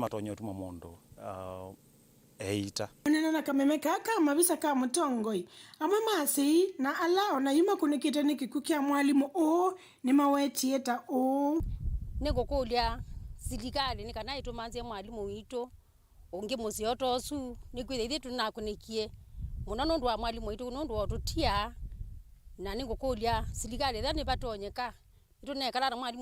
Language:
Kamba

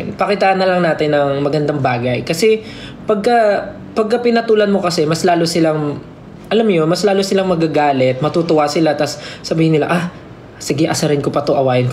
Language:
Filipino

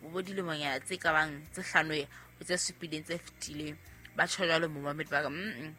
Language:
Southern Sotho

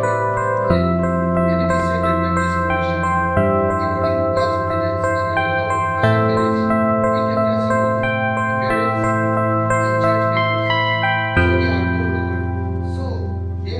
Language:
Yimchungru Naga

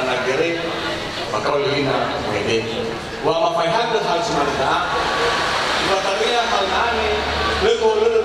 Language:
Nias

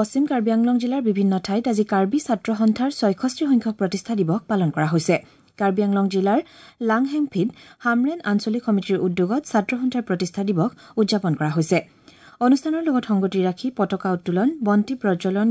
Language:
Assamese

